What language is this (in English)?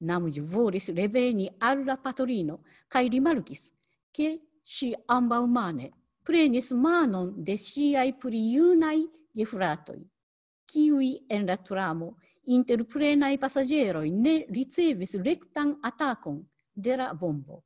Esperanto